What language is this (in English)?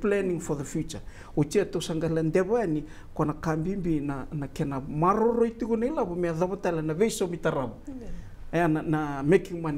Fijian